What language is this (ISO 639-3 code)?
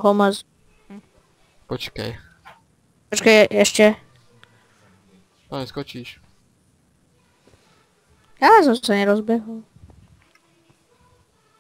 ces